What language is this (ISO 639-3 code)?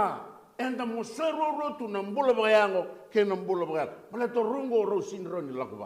fij